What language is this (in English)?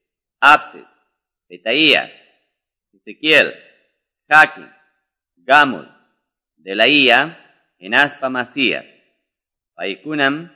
Quechua